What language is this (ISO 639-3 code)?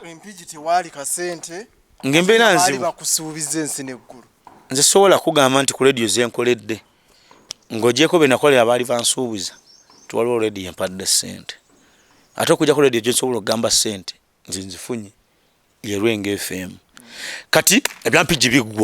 lug